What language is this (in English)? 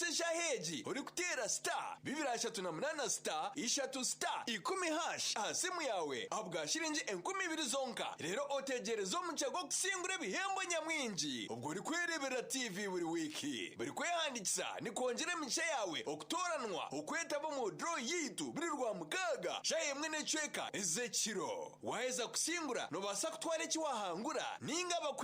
Nyankole